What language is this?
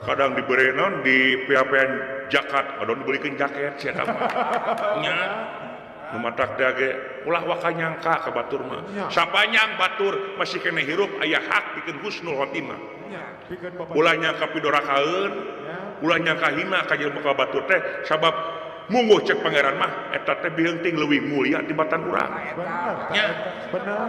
Sundanese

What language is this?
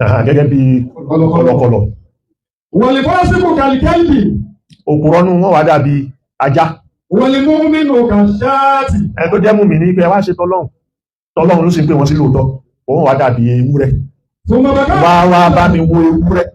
Yoruba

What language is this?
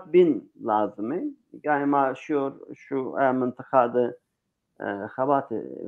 Zaza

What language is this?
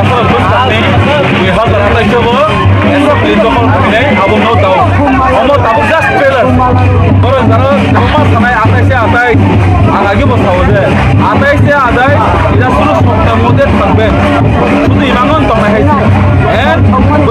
Kok Borok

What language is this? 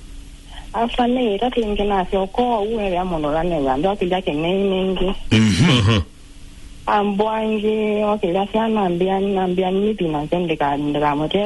Kamba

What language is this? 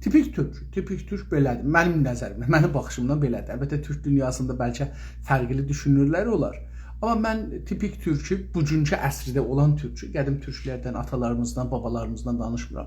South Azerbaijani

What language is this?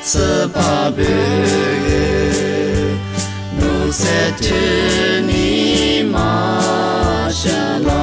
Lisu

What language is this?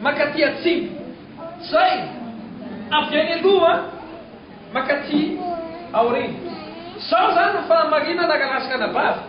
Malagasy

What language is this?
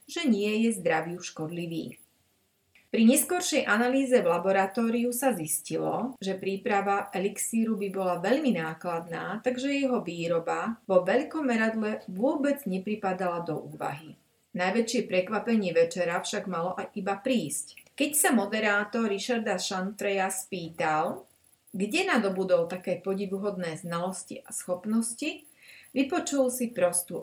Slovak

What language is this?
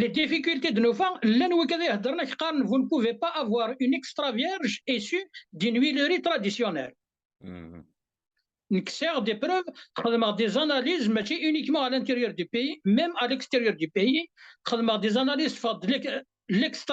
Kabyle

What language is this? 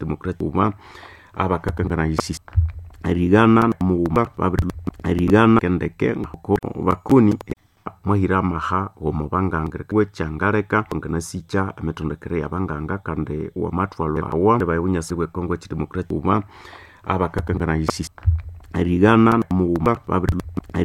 Nande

